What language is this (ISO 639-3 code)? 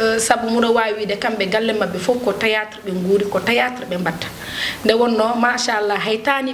ful